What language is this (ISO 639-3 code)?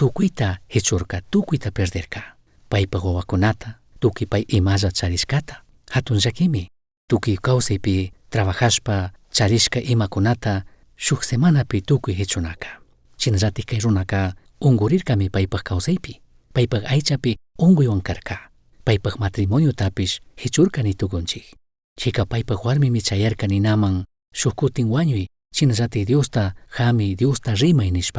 qug